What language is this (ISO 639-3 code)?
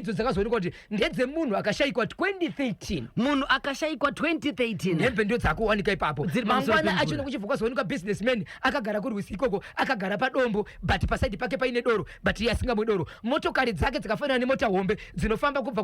sna